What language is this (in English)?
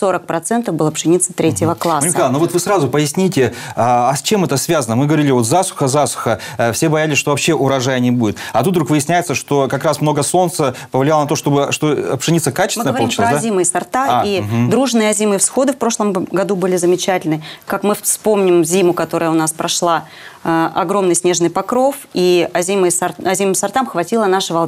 Russian